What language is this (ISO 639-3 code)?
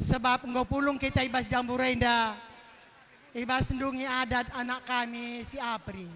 btx